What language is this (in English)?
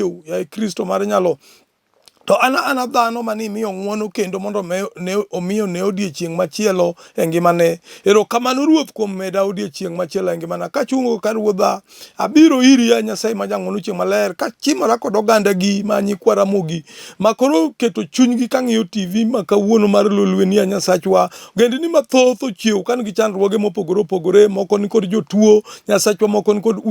Luo (Kenya and Tanzania)